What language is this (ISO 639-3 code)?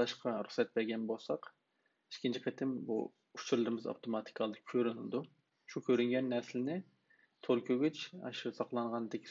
uig